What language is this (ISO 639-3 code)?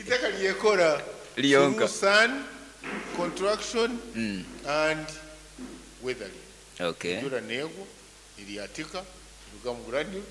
nyn